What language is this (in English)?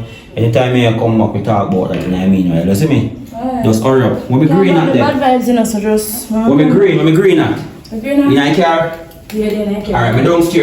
Jamaican Creole English